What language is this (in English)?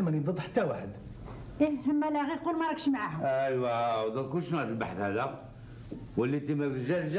Algerian Arabic